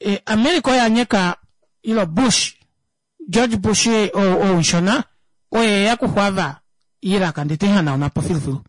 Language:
Kuanyama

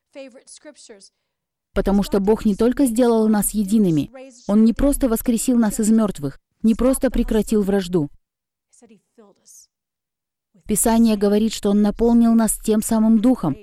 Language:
Russian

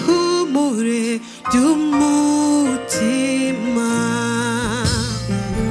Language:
Kinyarwanda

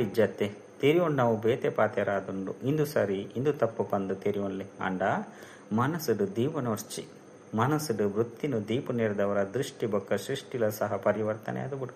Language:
Tulu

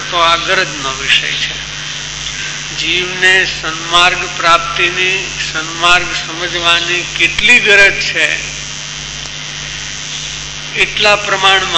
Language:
Gujarati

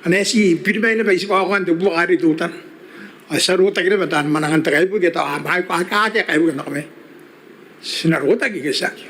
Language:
Gilbertese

